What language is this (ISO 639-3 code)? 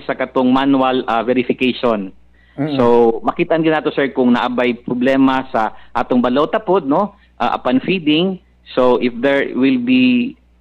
ceb